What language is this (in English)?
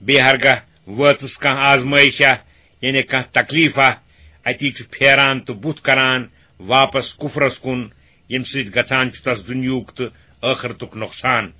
Kashmiri